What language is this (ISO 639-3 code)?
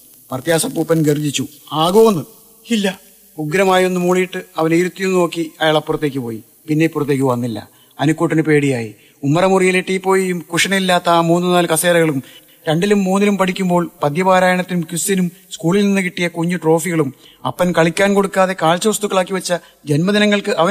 mal